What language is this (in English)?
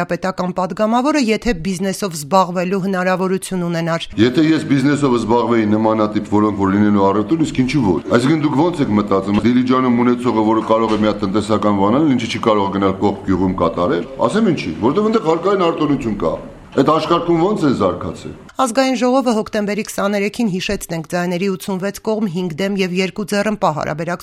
Armenian